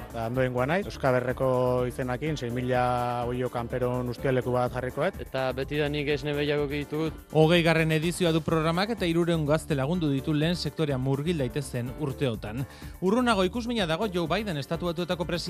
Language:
Basque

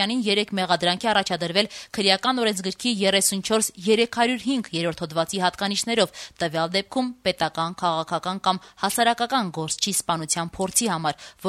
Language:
Armenian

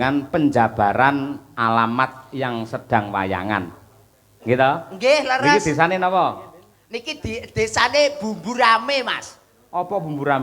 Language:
Javanese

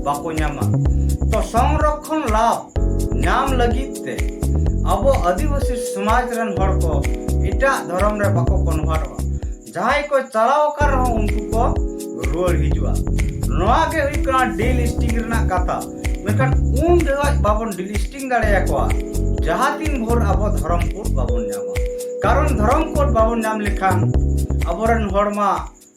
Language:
Santali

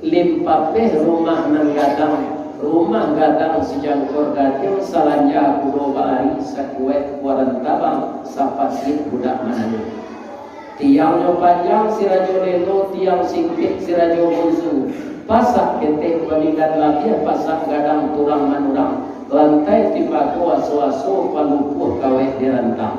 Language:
Minangkabau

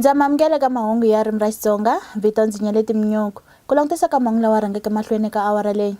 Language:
Tsonga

